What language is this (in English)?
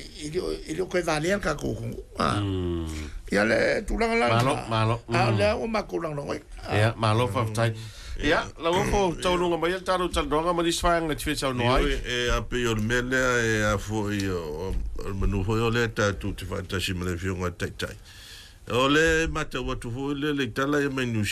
Samoan